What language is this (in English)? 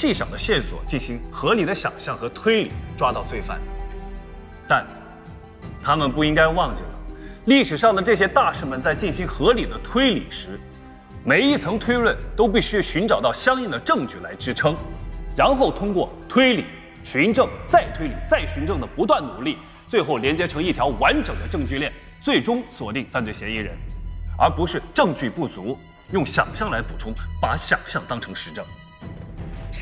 Chinese